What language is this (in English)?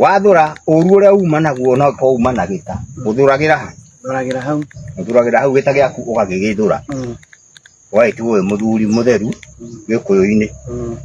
Kikuyu